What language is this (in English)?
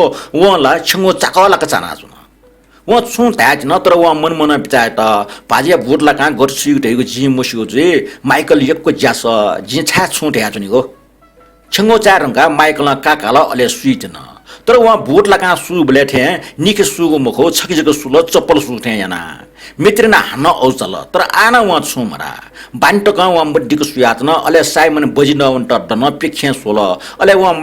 Newari